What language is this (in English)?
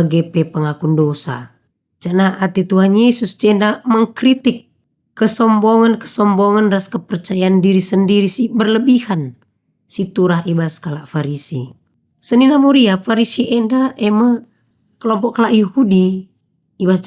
Batak Karo